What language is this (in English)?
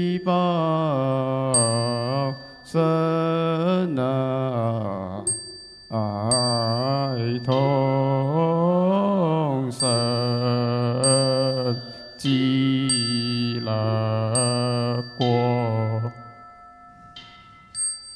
Chinese